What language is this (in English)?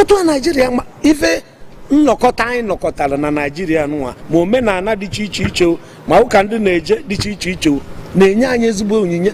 Igbo